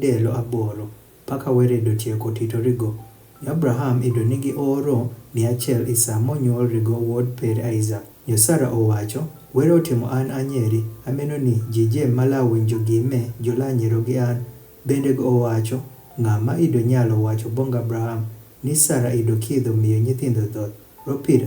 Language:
Adhola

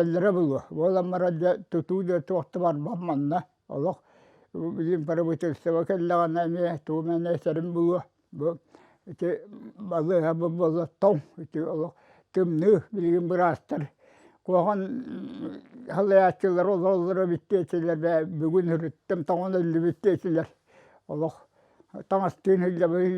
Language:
Yakut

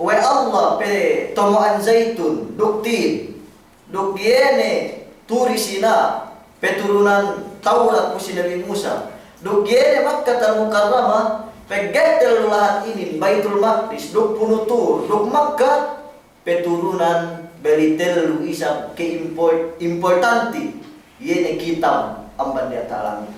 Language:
Yakan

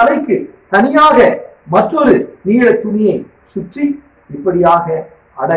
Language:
Tamil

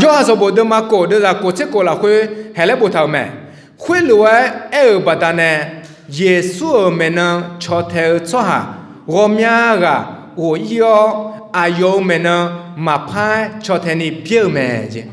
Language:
Akha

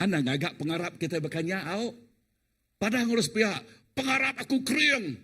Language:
Iban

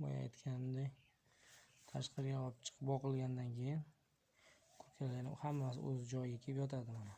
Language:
Uzbek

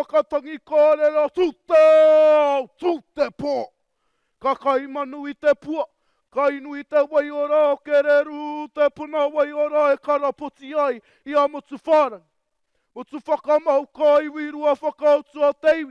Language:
Māori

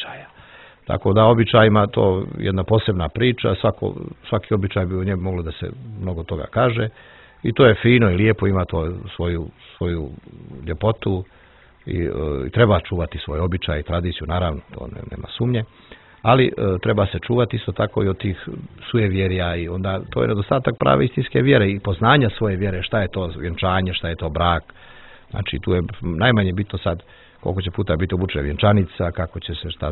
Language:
Serbian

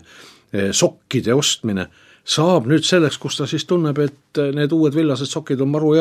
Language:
Estonian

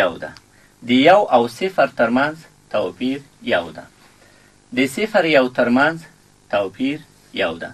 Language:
Pashto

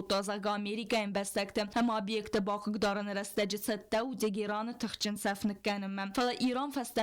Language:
Ossetic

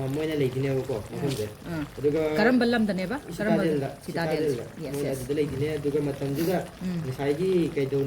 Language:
Manipuri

